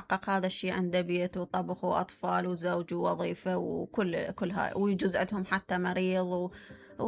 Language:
Mesopotamian Arabic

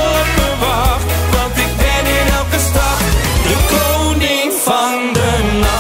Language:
Dutch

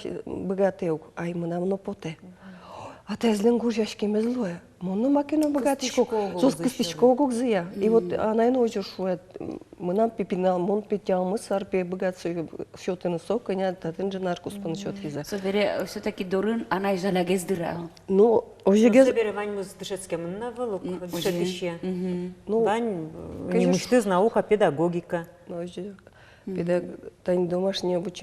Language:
Udmurt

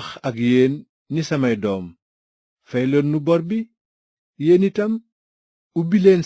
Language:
Wolof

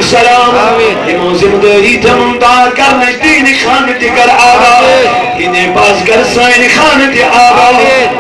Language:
Kashmiri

